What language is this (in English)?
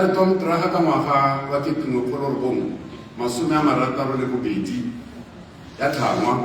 Tswana